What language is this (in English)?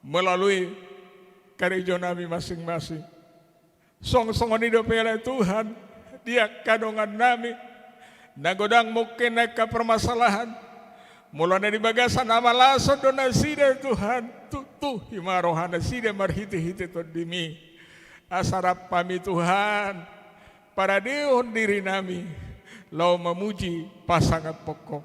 Batak Toba